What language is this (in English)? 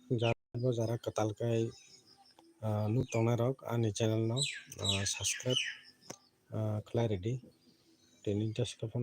Kok Borok